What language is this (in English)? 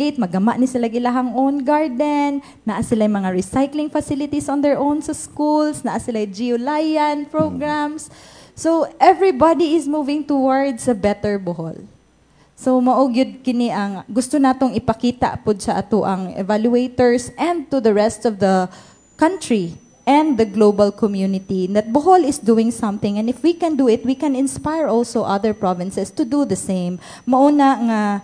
Cebuano